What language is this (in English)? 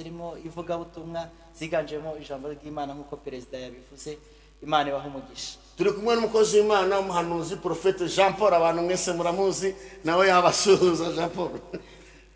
Kinyarwanda